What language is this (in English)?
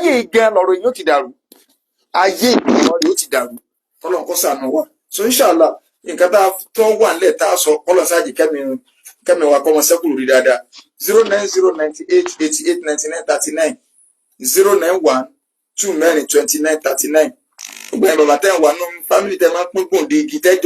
Yoruba